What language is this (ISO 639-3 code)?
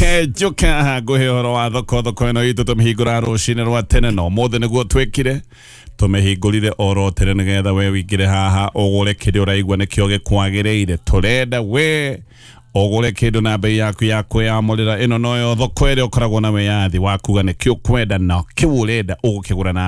kik